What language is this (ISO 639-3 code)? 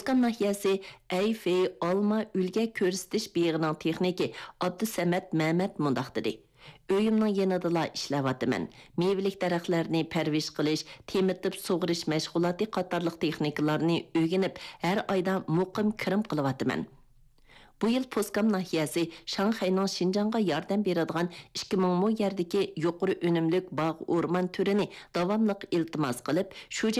uig